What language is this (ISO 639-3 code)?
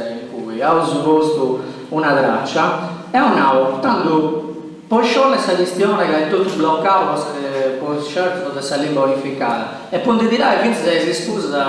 srd